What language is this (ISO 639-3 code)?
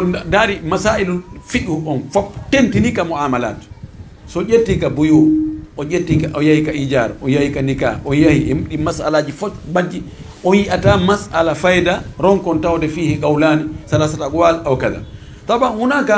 ful